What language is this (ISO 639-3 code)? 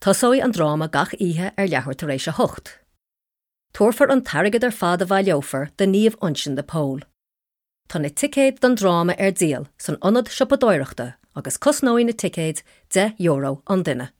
gle